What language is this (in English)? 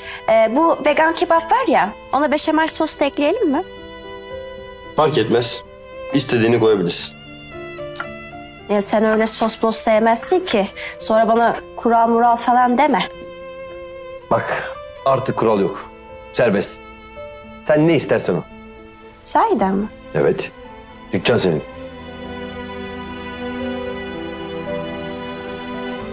Turkish